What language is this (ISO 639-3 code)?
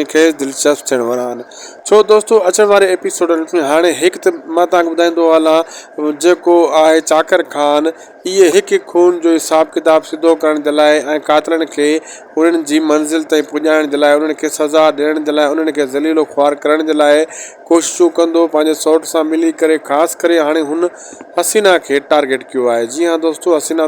snd